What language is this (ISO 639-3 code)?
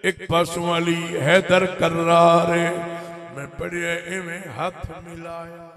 skr